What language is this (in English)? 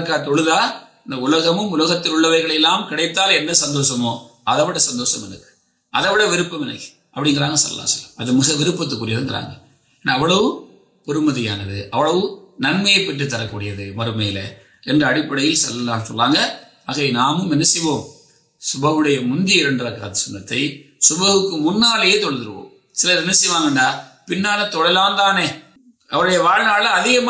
Tamil